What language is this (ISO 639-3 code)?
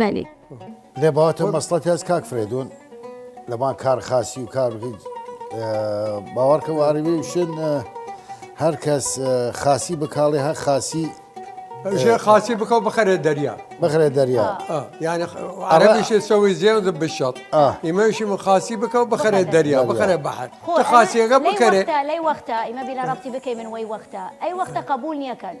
sdh